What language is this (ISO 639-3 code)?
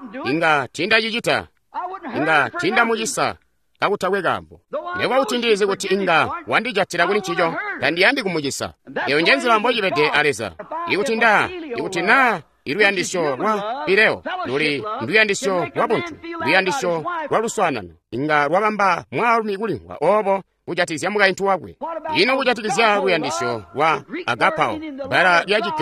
toi